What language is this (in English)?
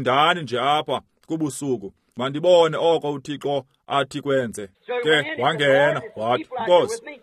Xhosa